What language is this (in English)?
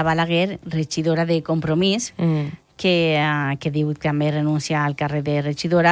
Catalan